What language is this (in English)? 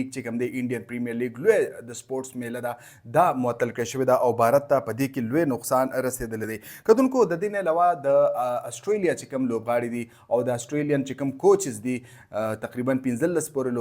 Pashto